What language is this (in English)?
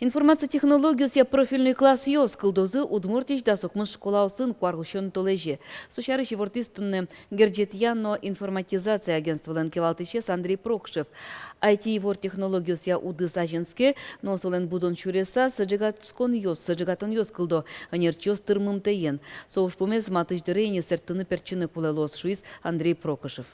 Udmurt